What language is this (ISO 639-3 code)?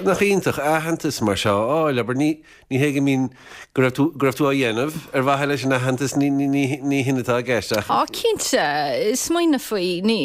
gle